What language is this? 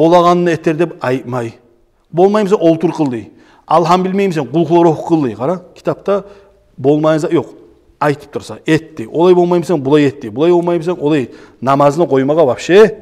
Kumyk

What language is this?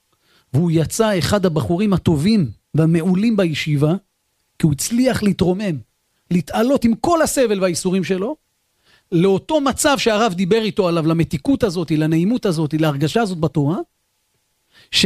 Hebrew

